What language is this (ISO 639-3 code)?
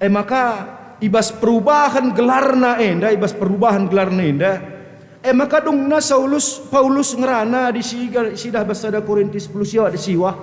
btx